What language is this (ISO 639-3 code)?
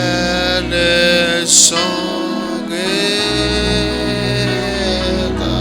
mah